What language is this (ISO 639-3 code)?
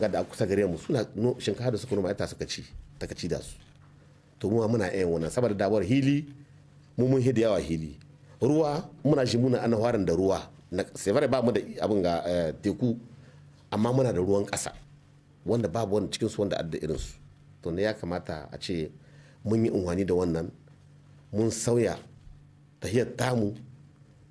hau